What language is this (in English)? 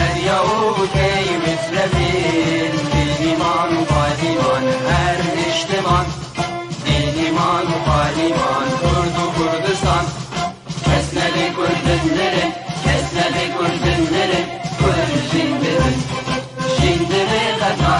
Kurdish